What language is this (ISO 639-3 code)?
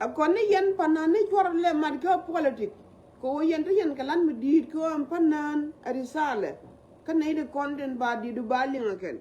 nus